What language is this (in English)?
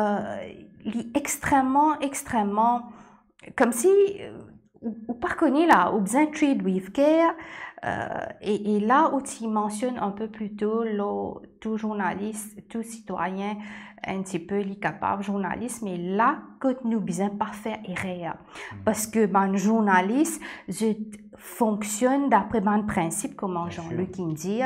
Morisyen